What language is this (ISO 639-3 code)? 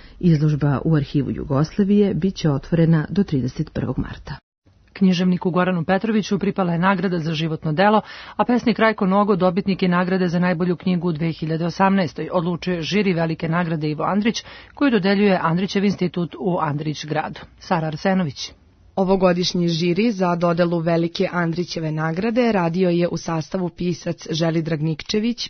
srp